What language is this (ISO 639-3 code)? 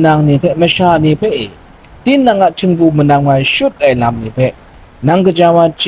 kac